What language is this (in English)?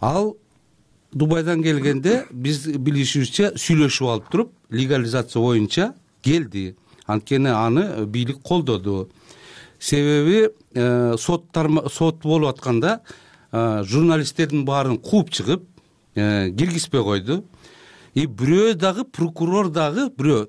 Kyrgyz